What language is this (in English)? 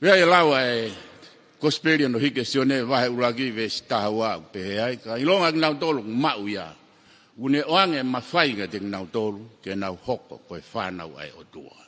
Tongan